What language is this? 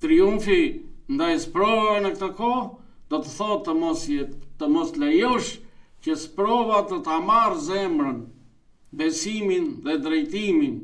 Albanian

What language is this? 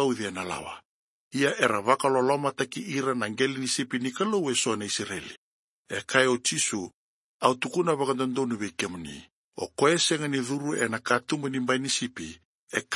Fijian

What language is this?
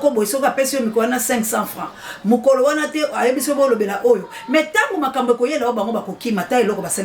Lingala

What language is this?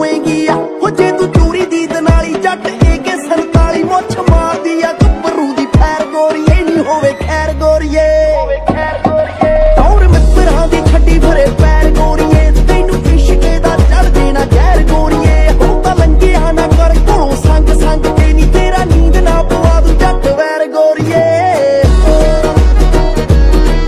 Punjabi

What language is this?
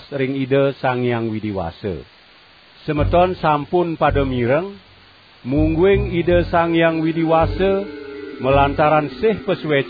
Balinese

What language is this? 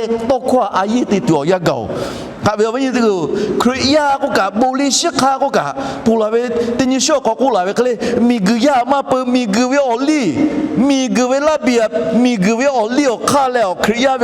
Lahu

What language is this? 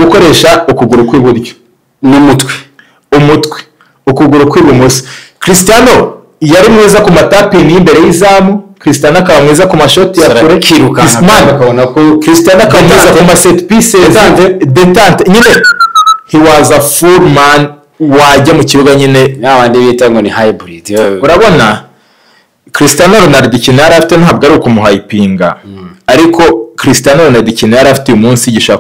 Kinyarwanda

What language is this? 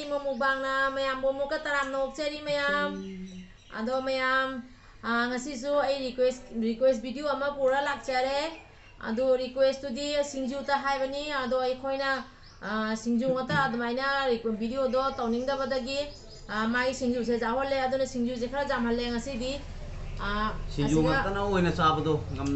Manipuri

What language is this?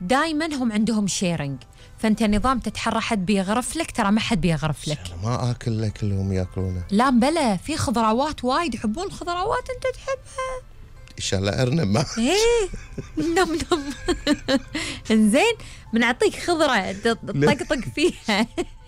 Gulf Arabic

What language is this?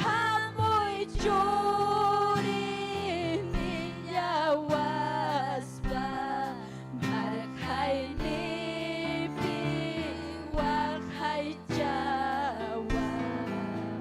Ayacucho Quechua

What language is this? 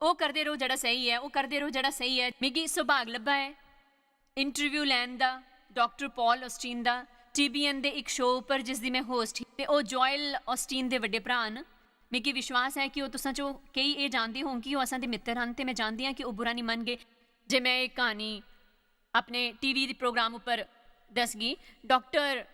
Dogri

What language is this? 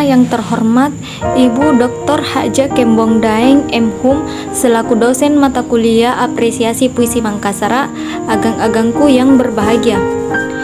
Makasar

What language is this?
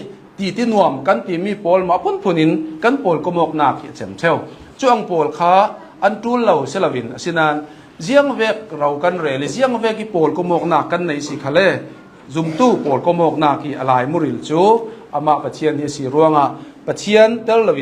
Hakha Chin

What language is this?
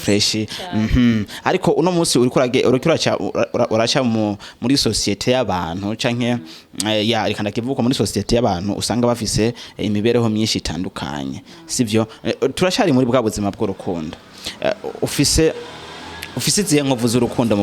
Rundi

